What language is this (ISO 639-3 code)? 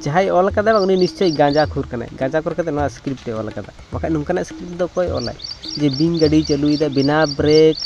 sat